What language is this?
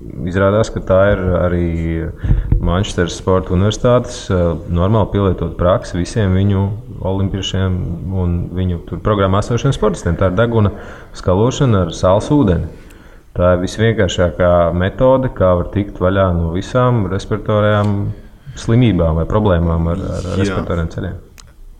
Latvian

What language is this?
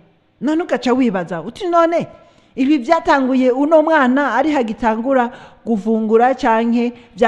Rundi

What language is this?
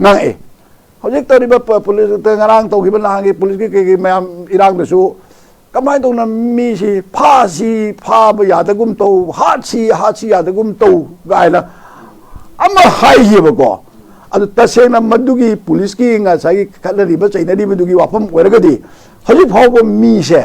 Manipuri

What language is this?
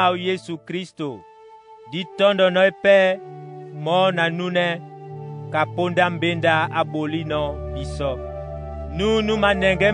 Duala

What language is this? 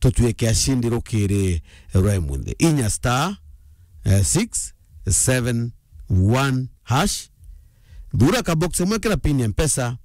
Meru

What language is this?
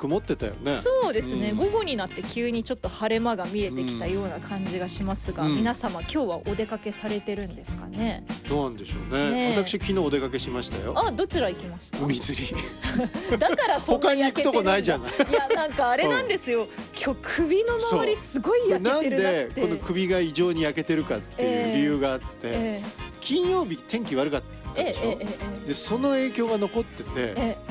Japanese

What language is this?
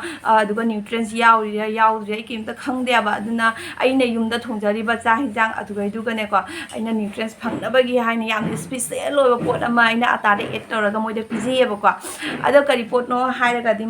Manipuri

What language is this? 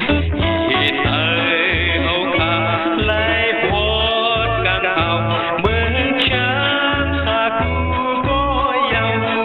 Shan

